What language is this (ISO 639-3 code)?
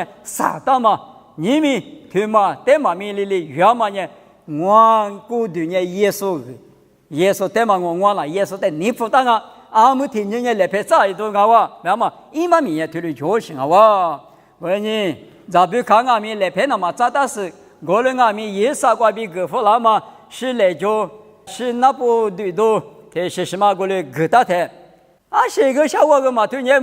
lis